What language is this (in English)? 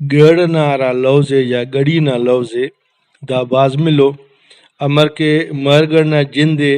Brahui